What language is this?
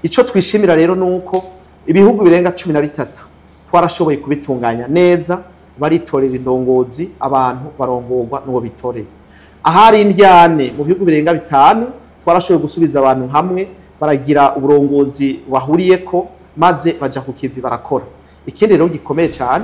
Rundi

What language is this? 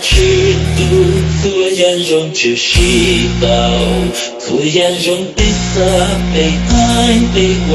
Hmong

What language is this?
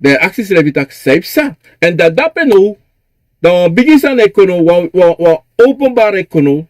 Sranan Tongo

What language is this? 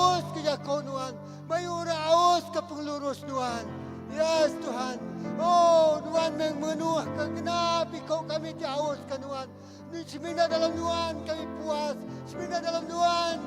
Iban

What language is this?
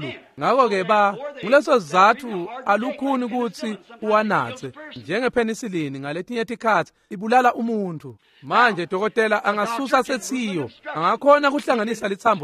Swati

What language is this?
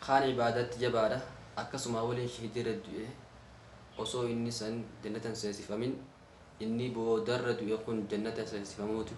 Oromo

